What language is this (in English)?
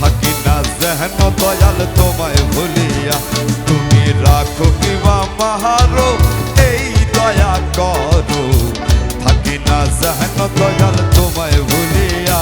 Sylheti